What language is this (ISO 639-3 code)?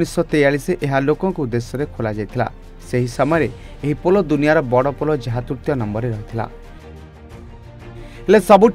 ori